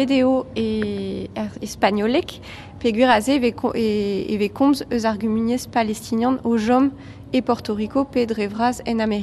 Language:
Breton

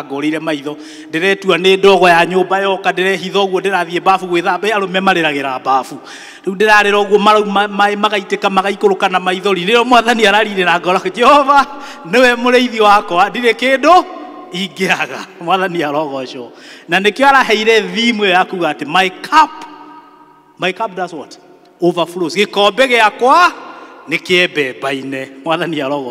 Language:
Kikuyu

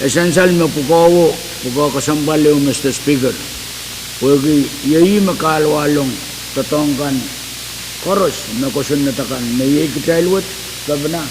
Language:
Pohnpeian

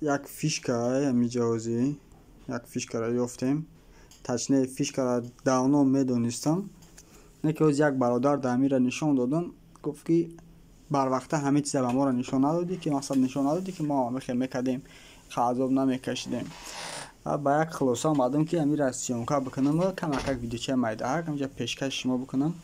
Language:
Tajik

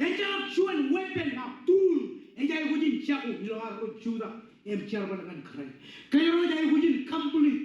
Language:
Marshallese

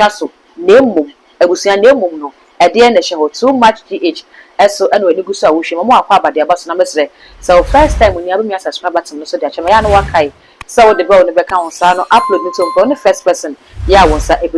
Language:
Akan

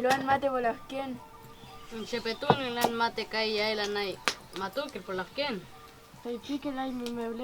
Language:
Mapuche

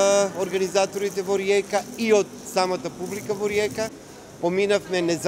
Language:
Macedonian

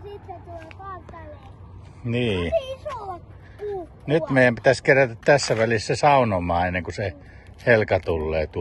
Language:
Finnish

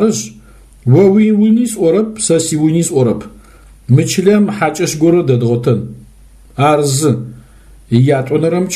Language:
Adyghe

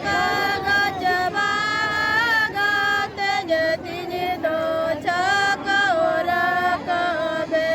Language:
Santali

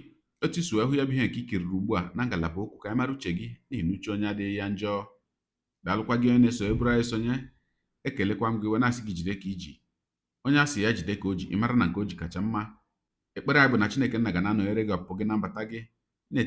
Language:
Igbo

